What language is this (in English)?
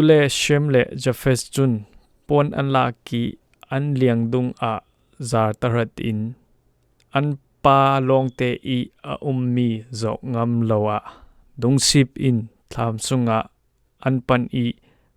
Falam Chin